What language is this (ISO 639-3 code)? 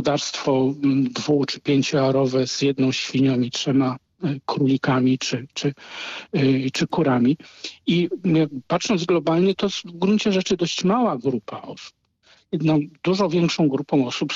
pol